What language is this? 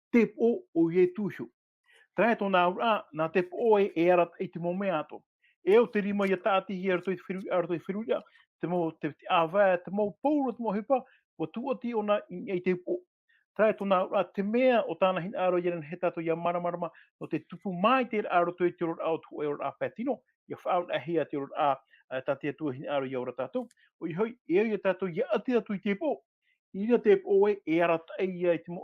Tahitian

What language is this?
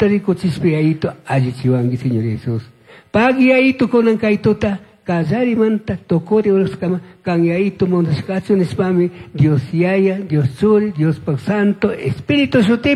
Chimborazo Highland Quichua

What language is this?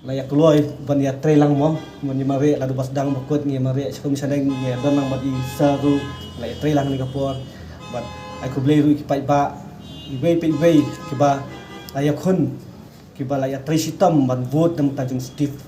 Khasi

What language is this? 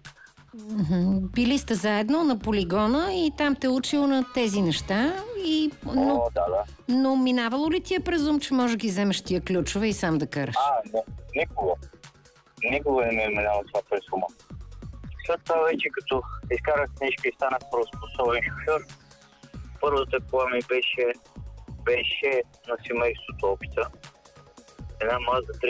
Bulgarian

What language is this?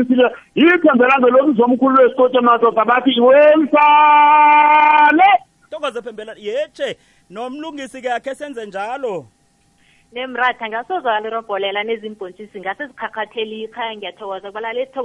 South Ndebele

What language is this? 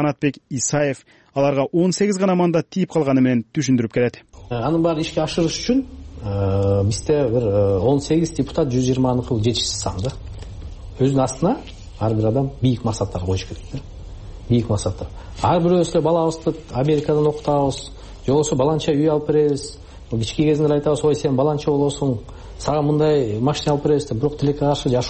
Kyrgyz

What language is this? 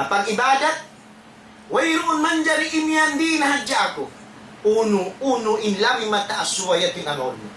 Tausug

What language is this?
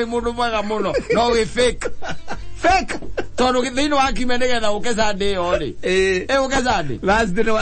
Kikuyu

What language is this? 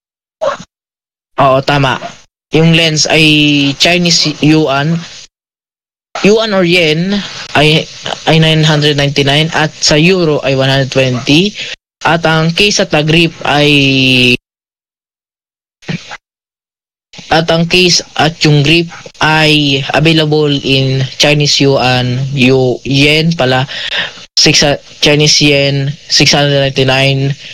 Filipino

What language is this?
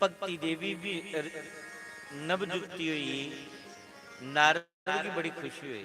Dogri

